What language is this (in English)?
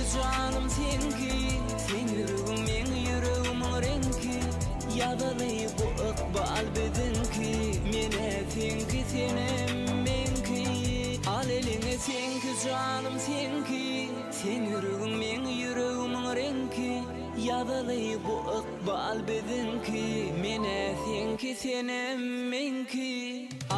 Turkmen